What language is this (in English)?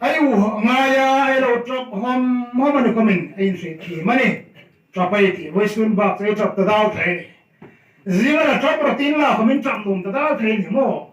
Hmar